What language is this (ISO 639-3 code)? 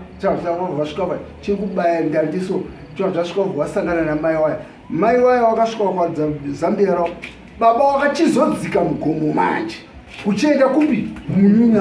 sna